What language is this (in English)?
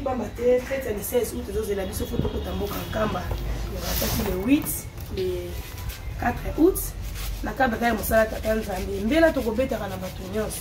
Lingala